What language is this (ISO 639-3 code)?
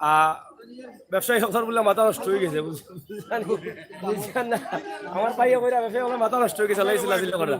syl